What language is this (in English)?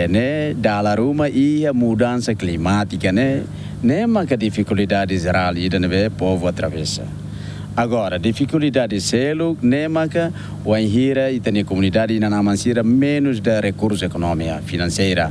Tetum